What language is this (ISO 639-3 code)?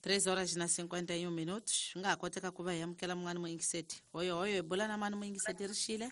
tso